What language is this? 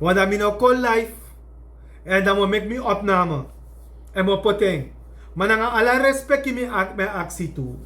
Sranan Tongo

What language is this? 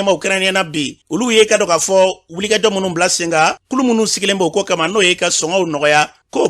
Bambara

